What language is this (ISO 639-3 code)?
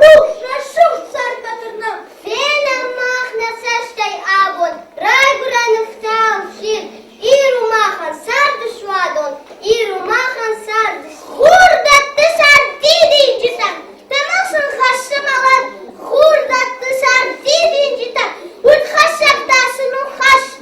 oss